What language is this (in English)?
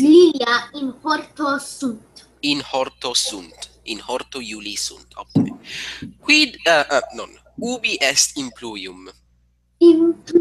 Latin